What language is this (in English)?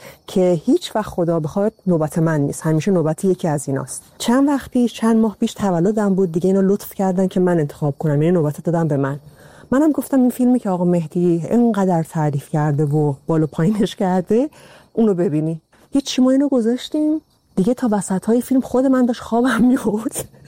Persian